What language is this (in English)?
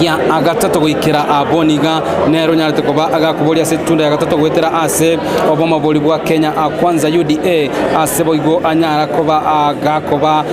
Gusii